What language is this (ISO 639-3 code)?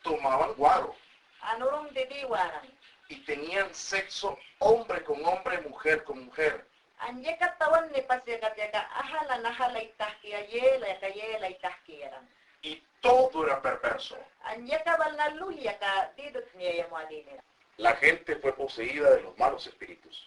yan